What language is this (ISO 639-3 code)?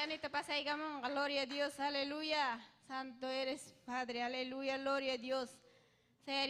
quy